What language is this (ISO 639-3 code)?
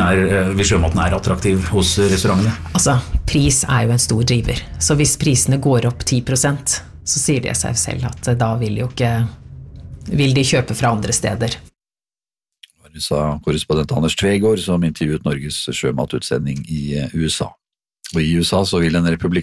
nor